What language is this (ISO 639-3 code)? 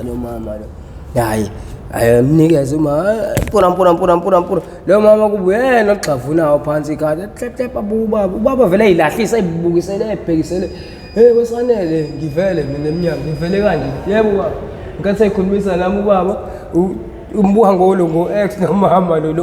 zul